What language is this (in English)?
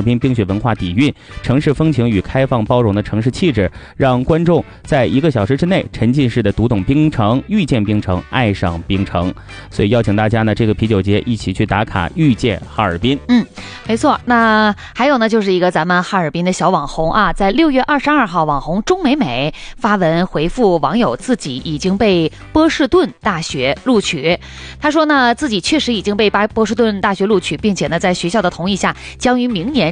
Chinese